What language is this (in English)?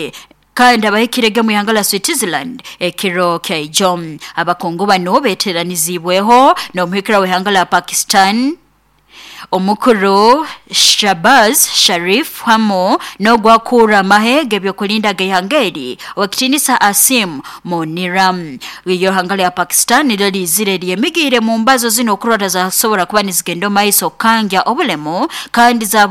Nyoro